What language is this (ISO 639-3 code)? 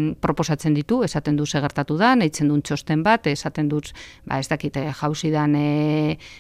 eus